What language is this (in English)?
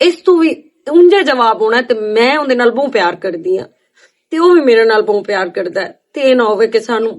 Western Panjabi